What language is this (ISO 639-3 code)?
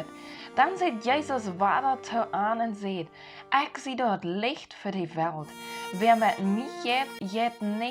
pdt